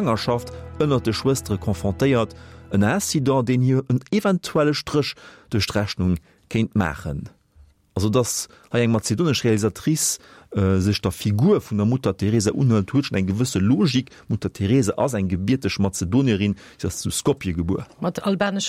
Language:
Luxembourgish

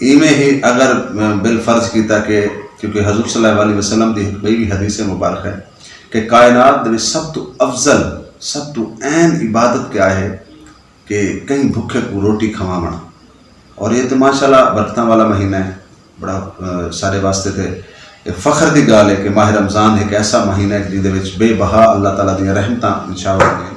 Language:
Saraiki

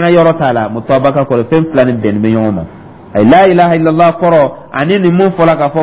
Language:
Dyula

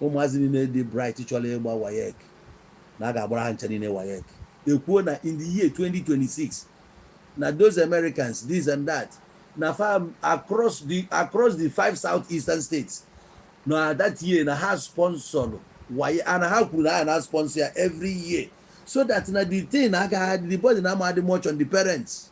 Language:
Igbo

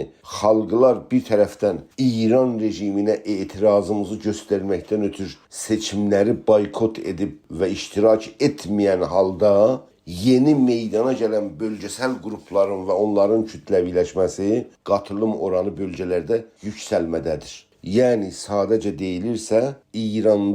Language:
South Azerbaijani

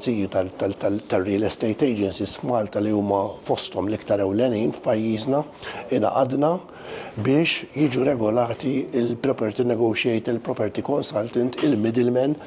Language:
Maltese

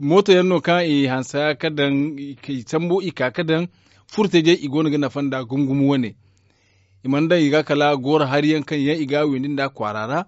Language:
Zarma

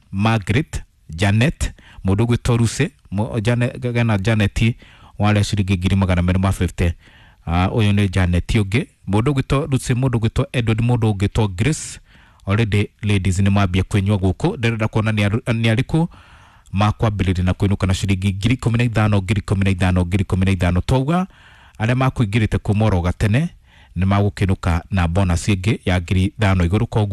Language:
Kikuyu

